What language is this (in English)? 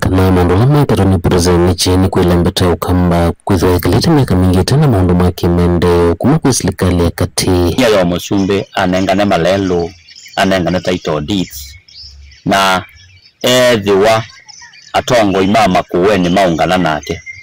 Kamba